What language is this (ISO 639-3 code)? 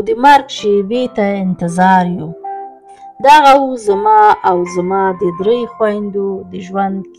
pus